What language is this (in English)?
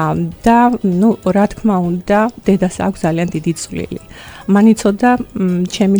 Georgian